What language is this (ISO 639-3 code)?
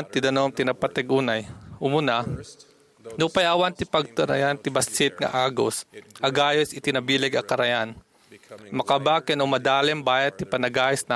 ilo